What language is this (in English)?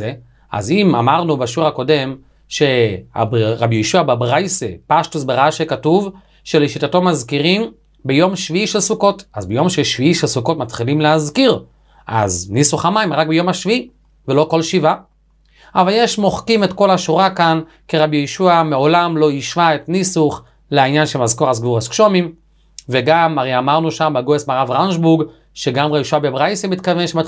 Hebrew